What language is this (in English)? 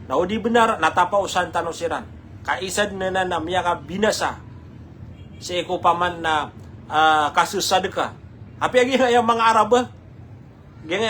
Maranao